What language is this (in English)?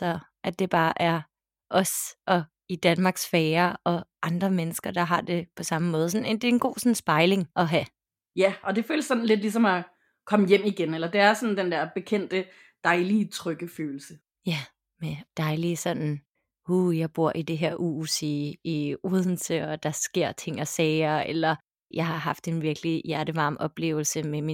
Danish